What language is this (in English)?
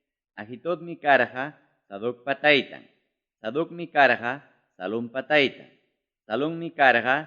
Ayacucho Quechua